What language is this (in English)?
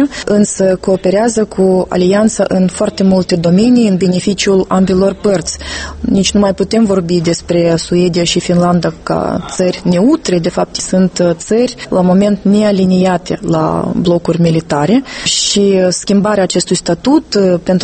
Romanian